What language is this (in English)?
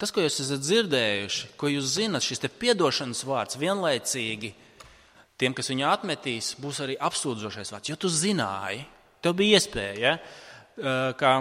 Latvian